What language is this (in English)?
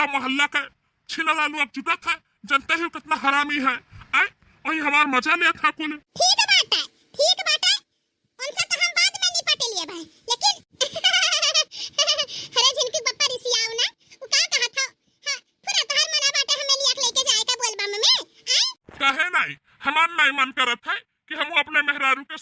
Bhojpuri